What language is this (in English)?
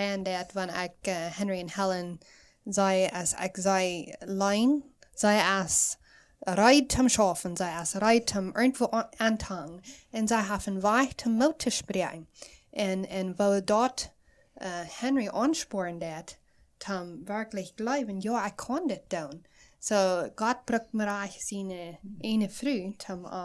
Plautdietsch